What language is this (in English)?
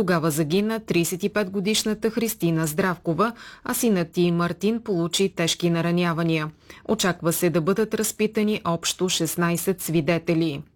Bulgarian